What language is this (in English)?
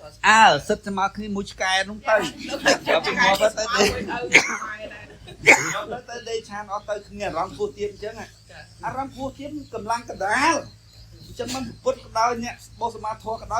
Khmer